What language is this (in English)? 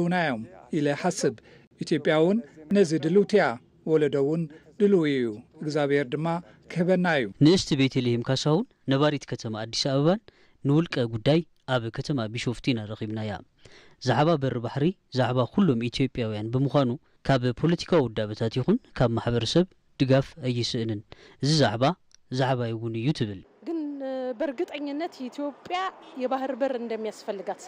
Tigrinya